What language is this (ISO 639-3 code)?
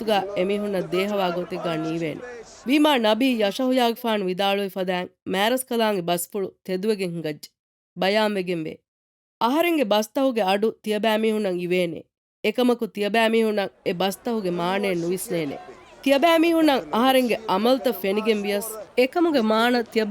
div